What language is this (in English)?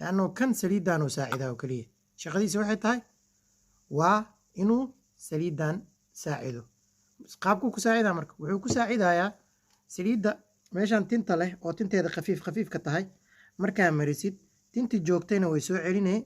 Somali